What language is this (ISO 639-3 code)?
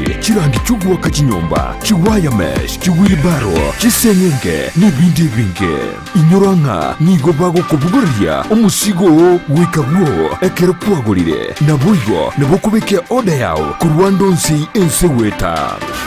guz